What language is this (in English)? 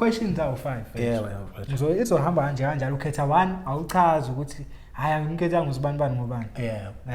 Zulu